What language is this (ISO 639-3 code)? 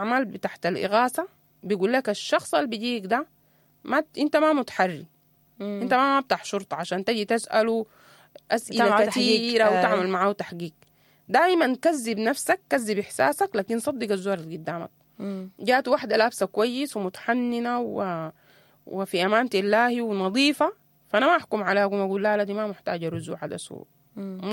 apd